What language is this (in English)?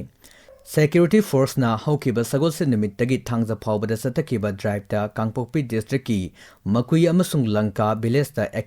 Manipuri